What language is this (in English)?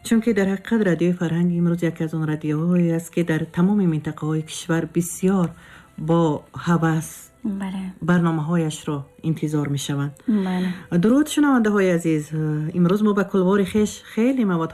Tajik